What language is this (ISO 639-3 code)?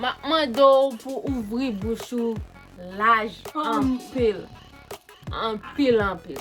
hat